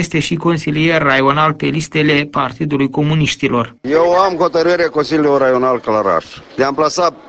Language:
Romanian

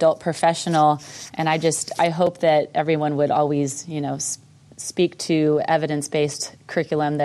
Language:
English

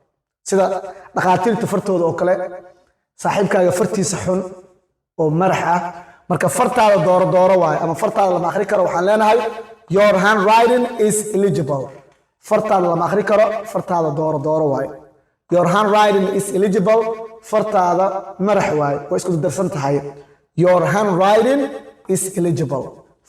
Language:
Somali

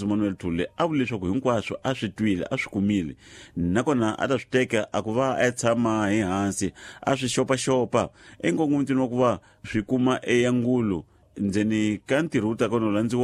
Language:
Tsonga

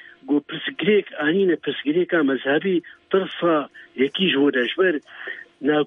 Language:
Kurdish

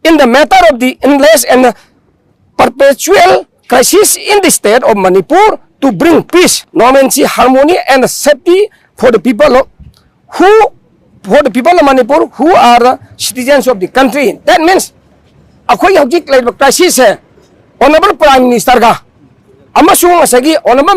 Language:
Manipuri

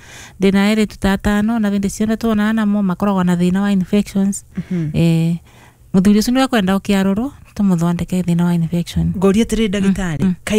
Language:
Kikuyu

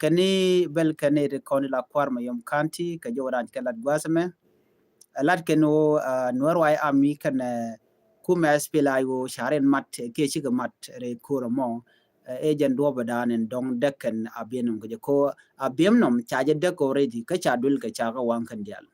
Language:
Nuer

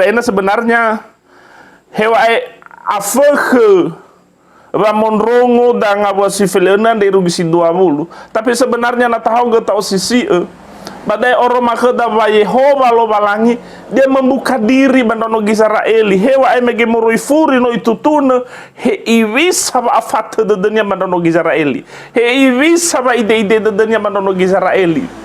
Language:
Nias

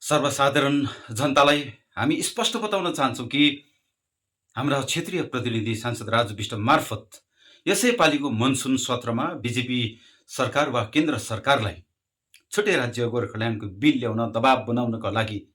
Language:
Nepali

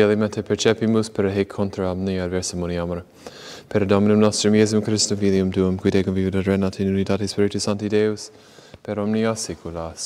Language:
Latin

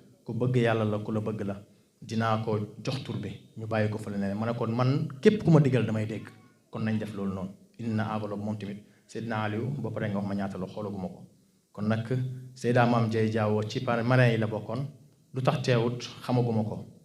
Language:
Wolof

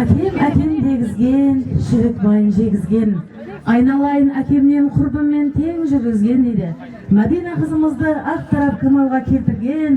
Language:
Kara-Kalpak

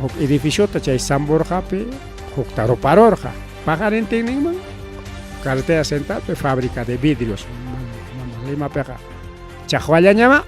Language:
Ayacucho Quechua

